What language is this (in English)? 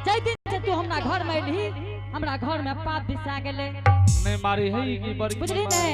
Angika